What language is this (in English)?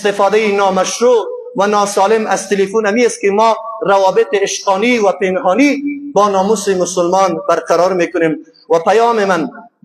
Persian